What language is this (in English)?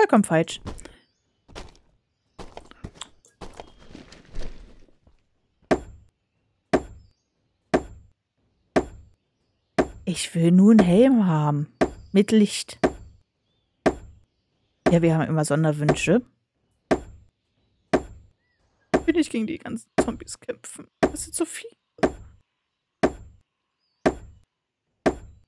German